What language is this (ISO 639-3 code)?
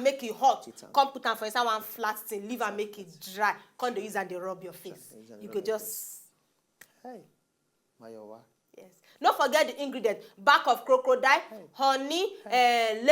pcm